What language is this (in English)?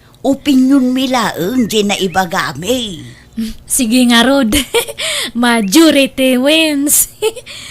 Iloko